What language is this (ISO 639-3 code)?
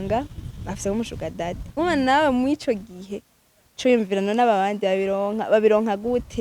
run